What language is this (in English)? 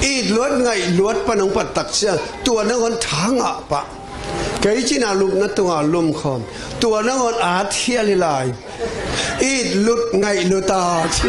Tedim Chin